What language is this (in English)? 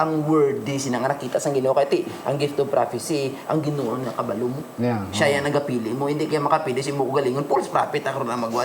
Hiligaynon